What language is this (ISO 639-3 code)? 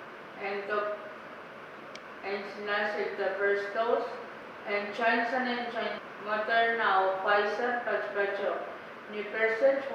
pon